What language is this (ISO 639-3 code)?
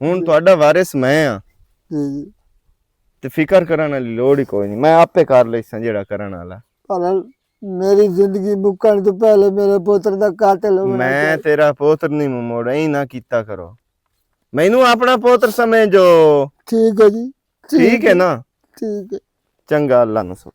lah